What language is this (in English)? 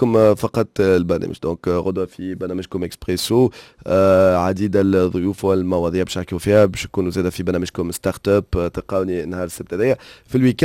Tunisian Arabic